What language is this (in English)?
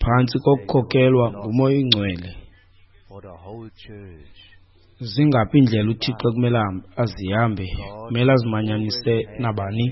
Xhosa